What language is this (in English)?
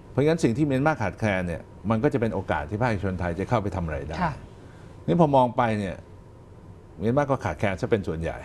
Thai